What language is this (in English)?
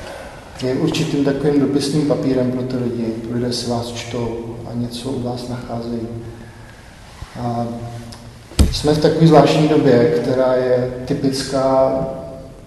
Czech